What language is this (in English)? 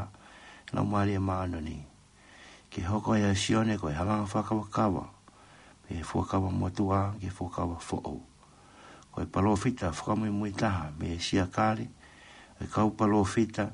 Tongan